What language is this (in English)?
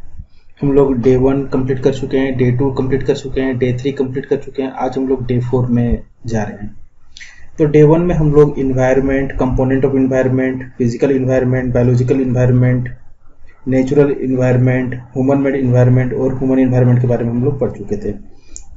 Hindi